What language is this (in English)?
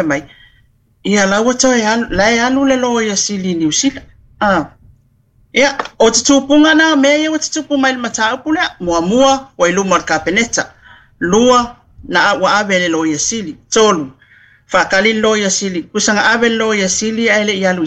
Samoan